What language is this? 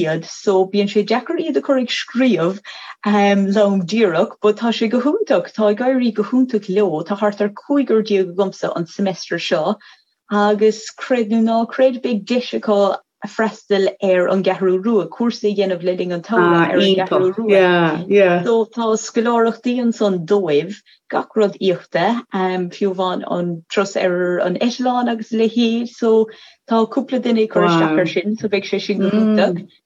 Irish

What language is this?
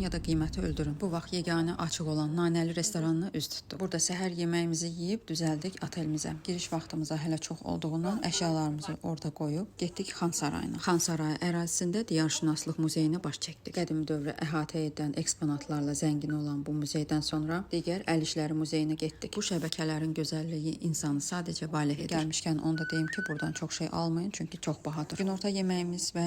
Azerbaijani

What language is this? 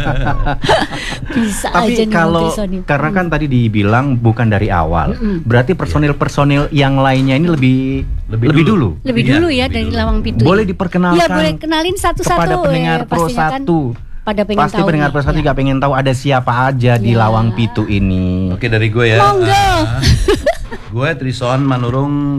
Indonesian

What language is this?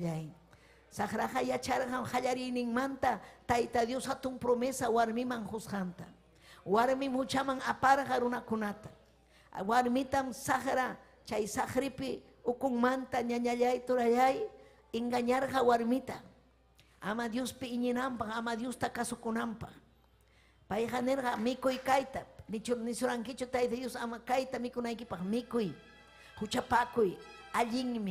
Ayacucho Quechua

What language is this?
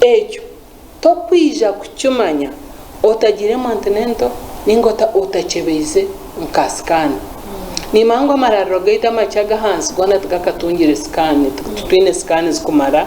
Nyankole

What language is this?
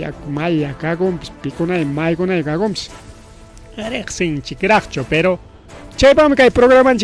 Ayacucho Quechua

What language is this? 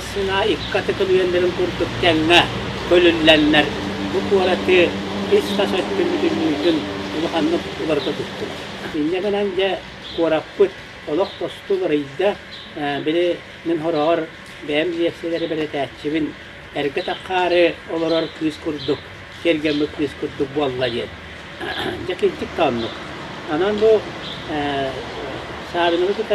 Yakut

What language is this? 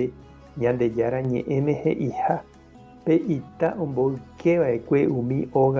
Guarani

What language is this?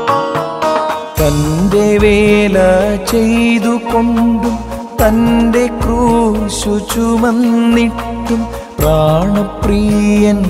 Malayalam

